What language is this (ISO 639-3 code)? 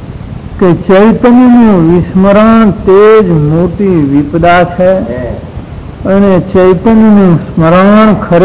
guj